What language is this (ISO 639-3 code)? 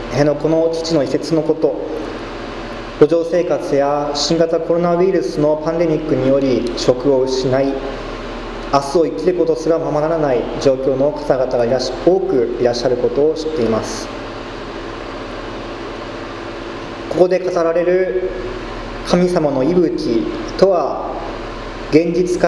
jpn